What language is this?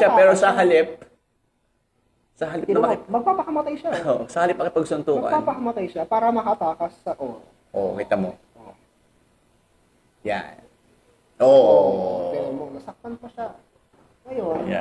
Filipino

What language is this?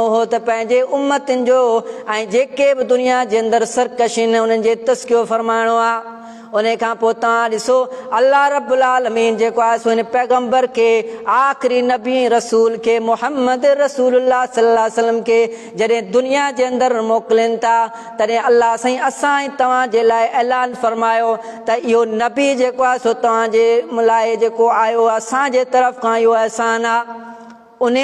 Sindhi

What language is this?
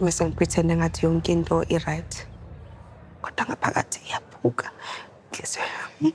Zulu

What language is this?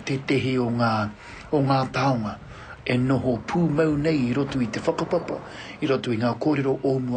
Māori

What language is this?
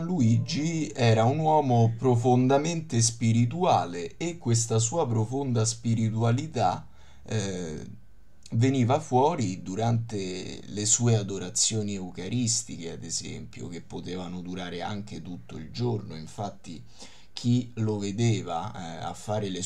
Italian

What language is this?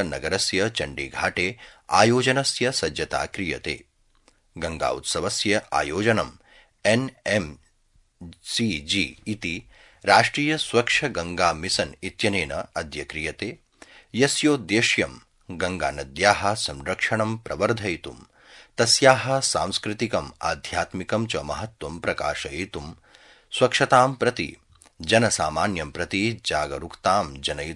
Sanskrit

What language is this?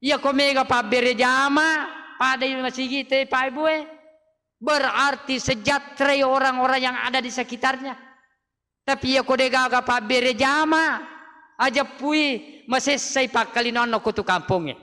Buginese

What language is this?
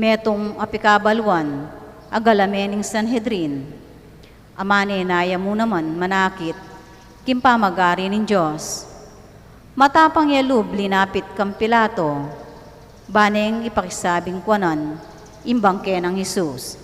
Pampanga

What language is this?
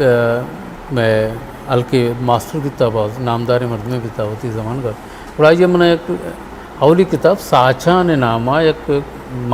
Eastern Balochi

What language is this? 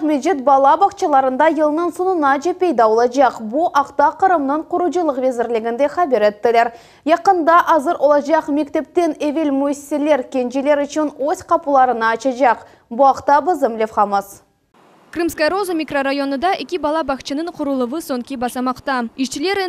Crimean Tatar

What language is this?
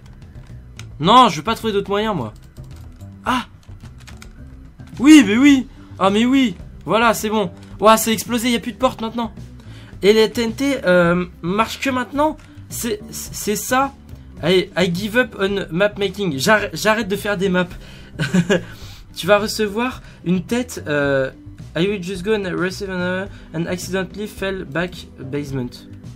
French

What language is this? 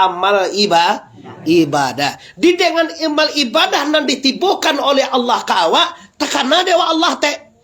Minangkabau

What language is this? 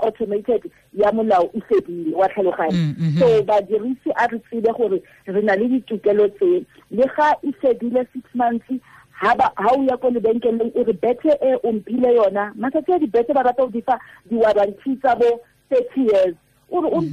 Tswana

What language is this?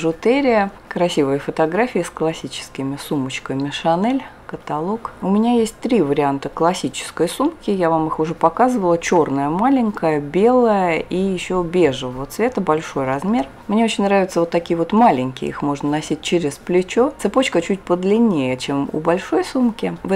Russian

